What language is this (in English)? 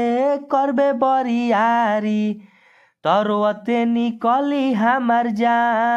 Bhojpuri